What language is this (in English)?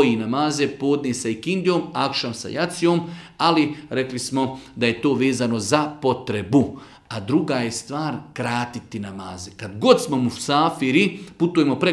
Bosnian